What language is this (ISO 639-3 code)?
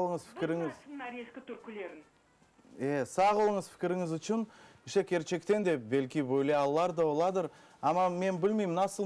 crh